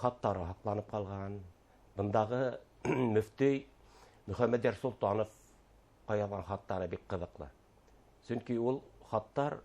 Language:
Bashkir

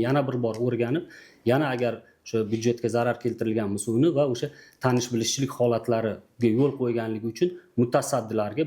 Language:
Uzbek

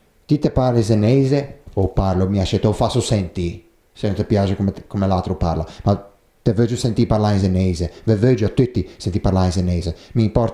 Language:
Ligurian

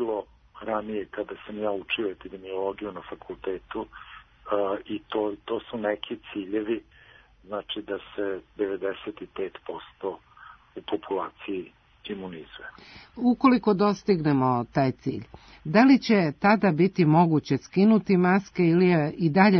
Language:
Serbian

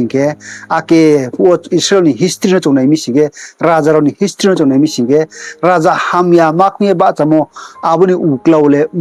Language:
Riang (India)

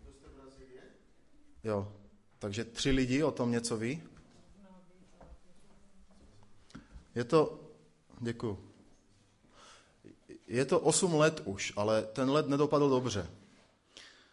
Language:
Czech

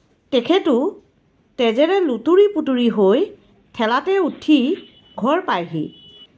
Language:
Assamese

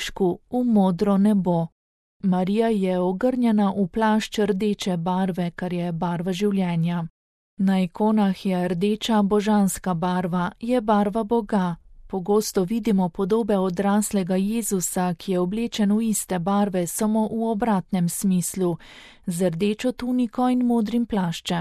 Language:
Slovenian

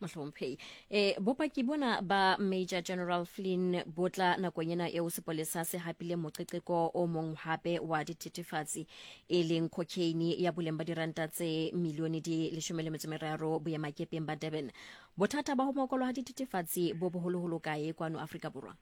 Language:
Southern Sotho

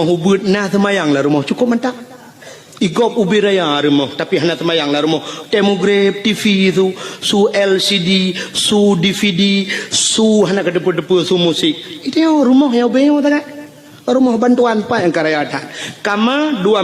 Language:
Achinese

